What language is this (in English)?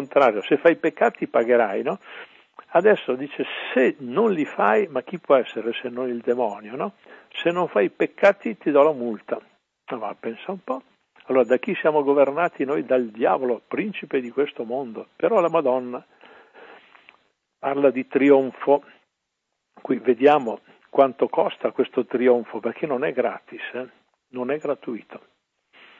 Italian